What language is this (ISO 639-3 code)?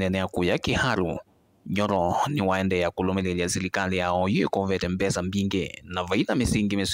kam